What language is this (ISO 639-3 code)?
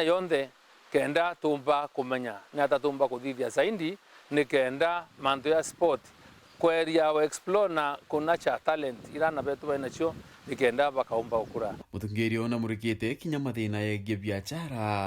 mer